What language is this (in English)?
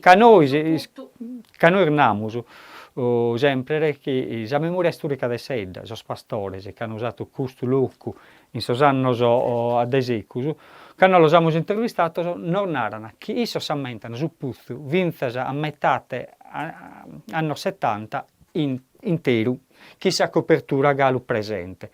Sardinian